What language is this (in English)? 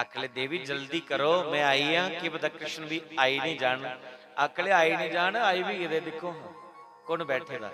Dogri